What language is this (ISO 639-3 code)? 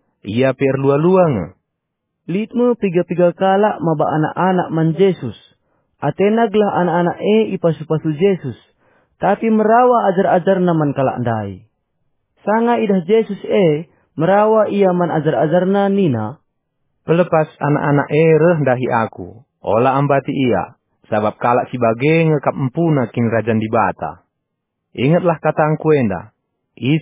btx